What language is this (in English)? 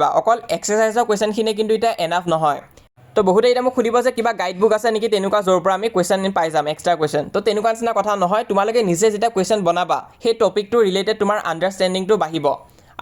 Assamese